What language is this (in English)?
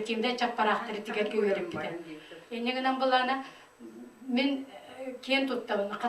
Yakut